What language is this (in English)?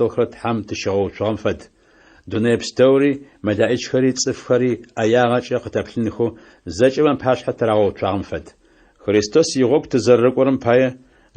Adyghe